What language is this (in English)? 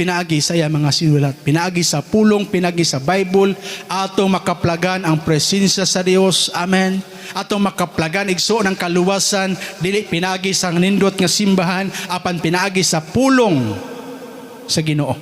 Cebuano